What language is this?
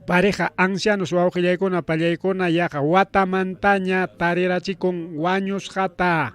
Ayacucho Quechua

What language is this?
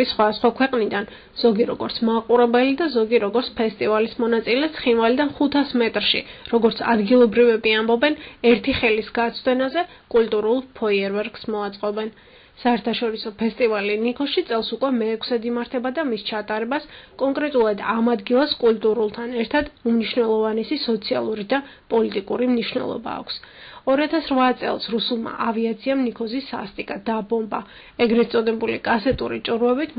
Georgian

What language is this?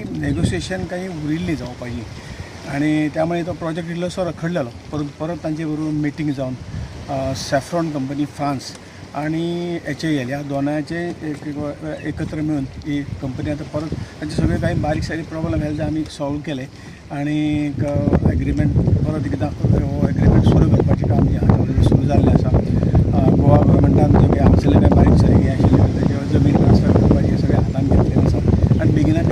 Konkani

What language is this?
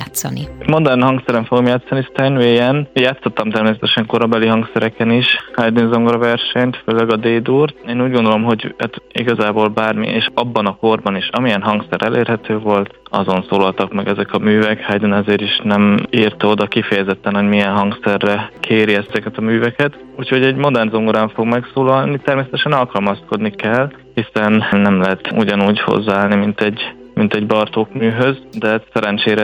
Hungarian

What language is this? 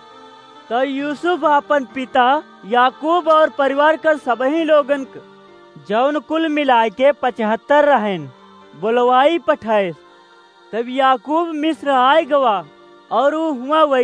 Awadhi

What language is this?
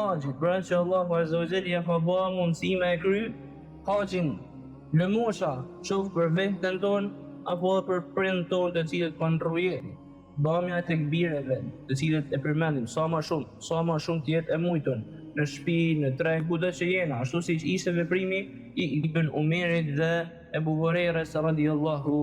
Albanian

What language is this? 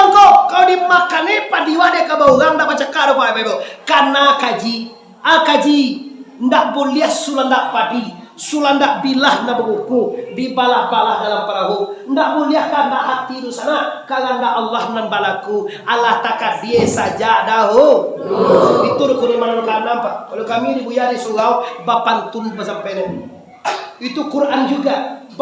Minangkabau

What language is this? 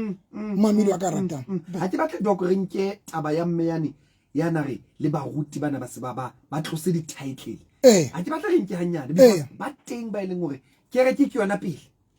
Southern Sotho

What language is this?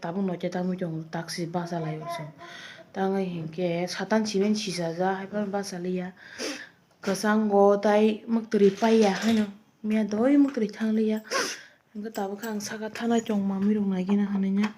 Kok Borok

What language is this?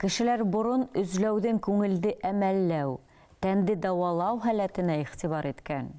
Bashkir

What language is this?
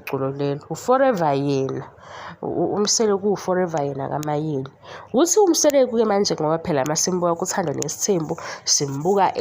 Zulu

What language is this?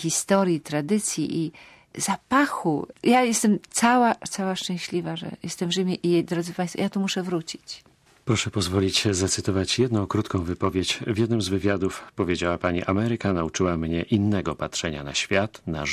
Polish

